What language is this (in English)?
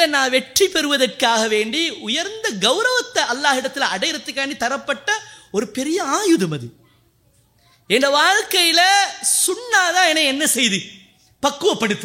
Tamil